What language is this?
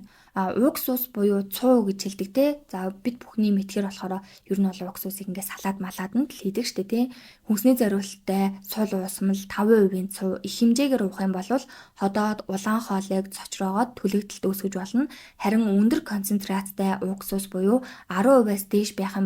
Mongolian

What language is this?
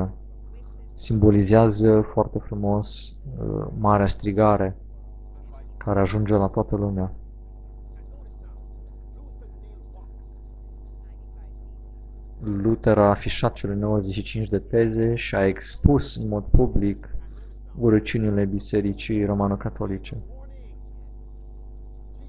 Romanian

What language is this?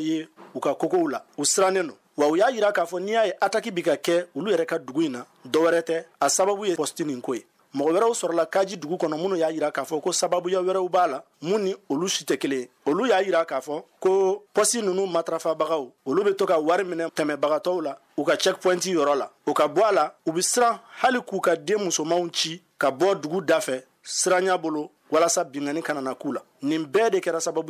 Bambara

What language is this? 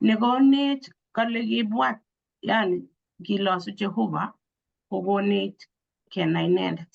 Kalenjin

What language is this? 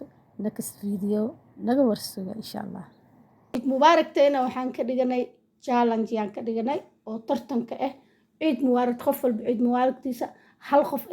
Somali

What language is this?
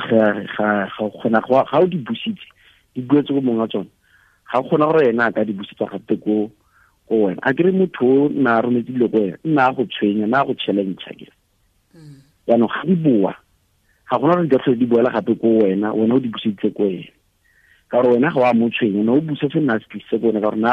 Tswana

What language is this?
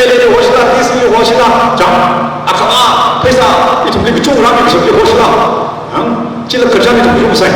Tangkhul Naga (India)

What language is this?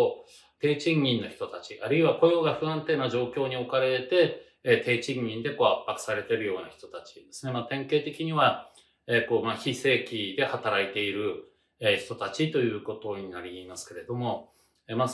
Japanese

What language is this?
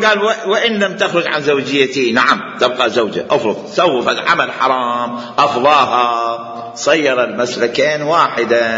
Mesopotamian Arabic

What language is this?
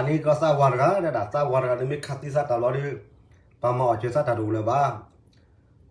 S'gaw Karen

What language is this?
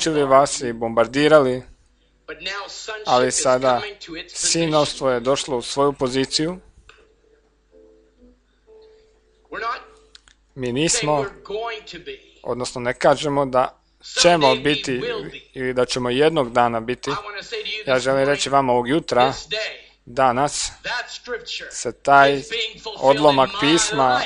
Croatian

